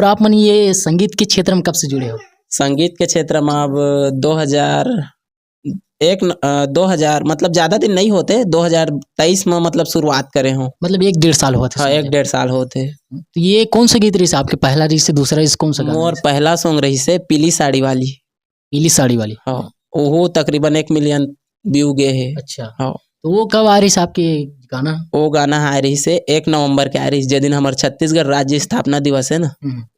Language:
Chhattisgarhi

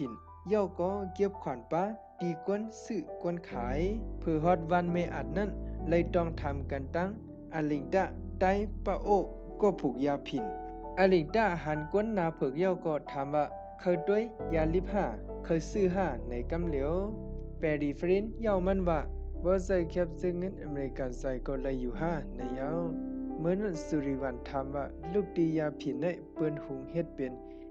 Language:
Shan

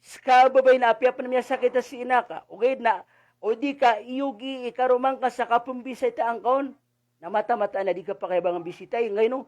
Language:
Maranao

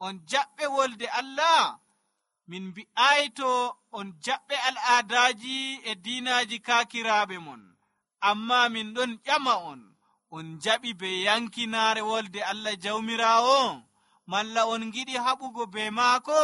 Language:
Nigerian Fulfulde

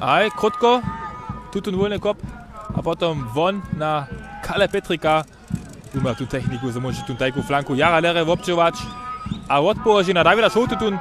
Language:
Upper Sorbian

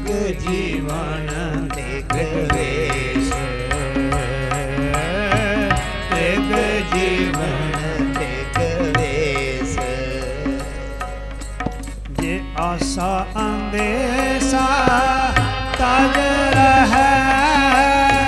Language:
Punjabi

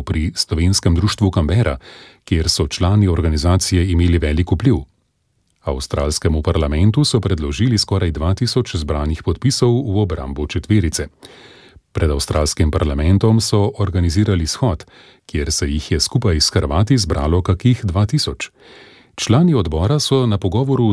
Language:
Slovenian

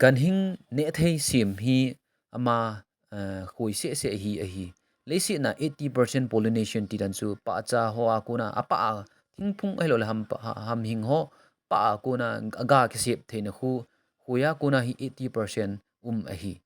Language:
Thado Chin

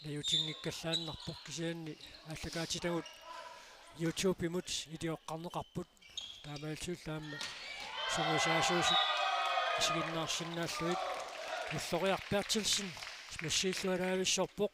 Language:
Kalaallisut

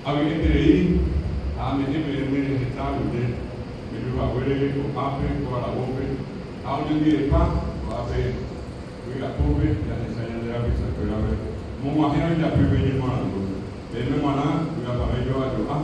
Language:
Guarani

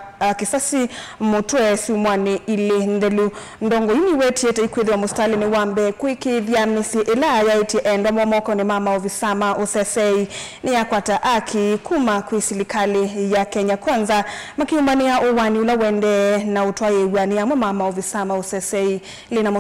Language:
Kamba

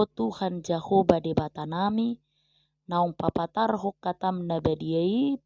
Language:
Batak Toba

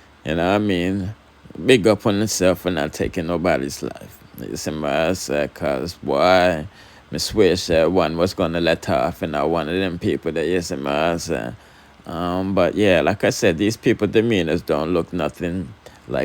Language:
Jamaican Creole English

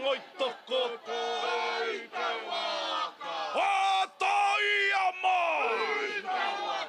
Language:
Māori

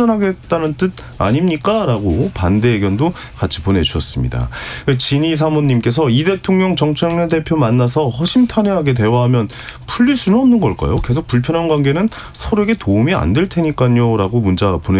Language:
Korean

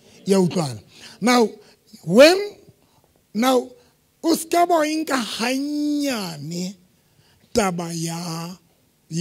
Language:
Southern Sotho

